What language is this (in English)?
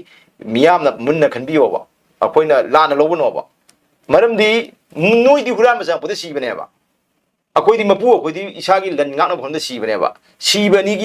Manipuri